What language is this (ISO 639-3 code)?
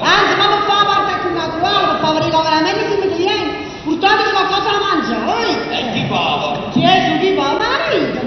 nap